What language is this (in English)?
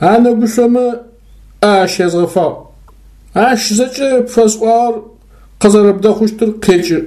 Adyghe